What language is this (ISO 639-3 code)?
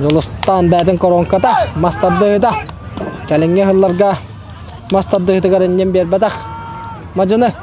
sah